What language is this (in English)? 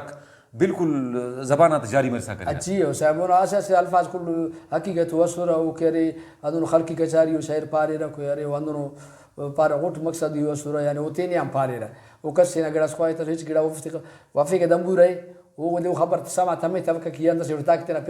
Brahui